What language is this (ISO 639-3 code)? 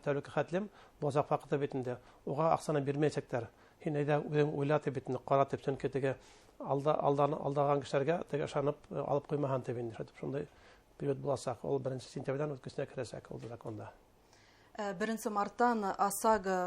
bak